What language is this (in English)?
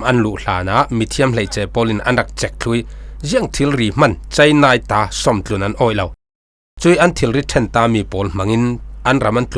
Falam Chin